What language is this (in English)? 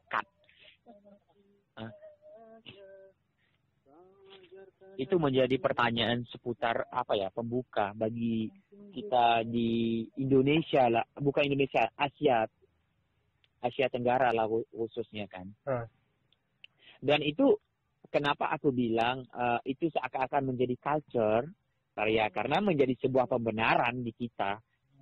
Indonesian